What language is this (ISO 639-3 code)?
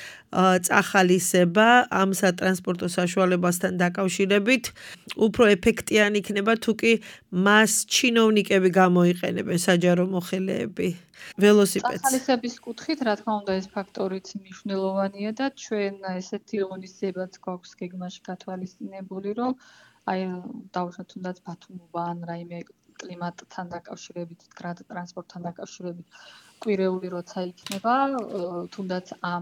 kat